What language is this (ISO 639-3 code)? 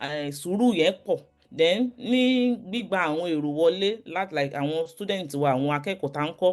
yor